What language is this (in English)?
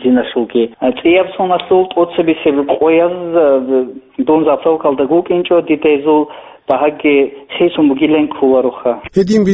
Avaric